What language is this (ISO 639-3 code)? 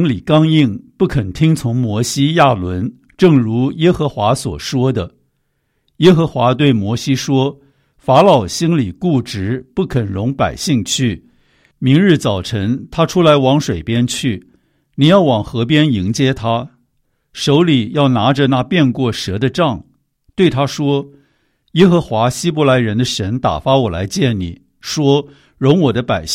zho